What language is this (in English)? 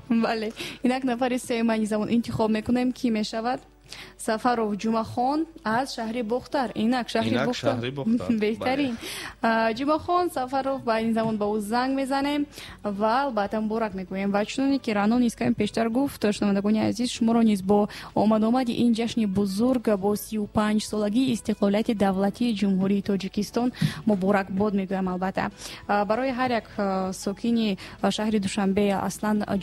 Tajik